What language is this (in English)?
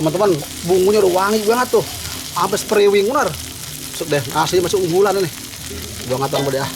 Betawi